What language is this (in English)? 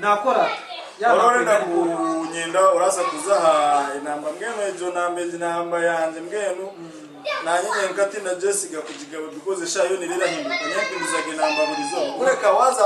Nyankole